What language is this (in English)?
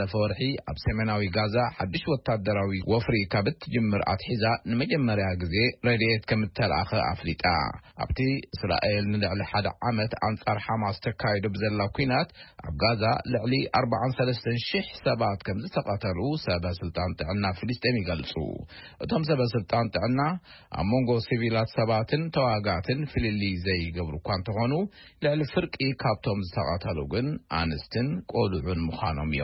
Tigrinya